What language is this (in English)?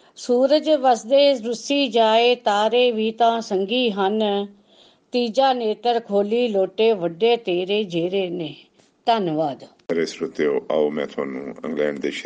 Punjabi